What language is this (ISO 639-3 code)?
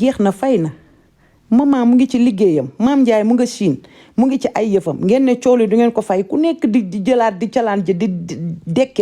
wol